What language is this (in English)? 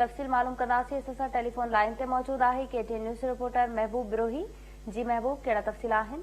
Sindhi